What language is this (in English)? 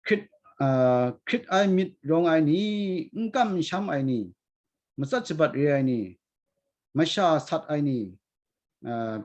Kachin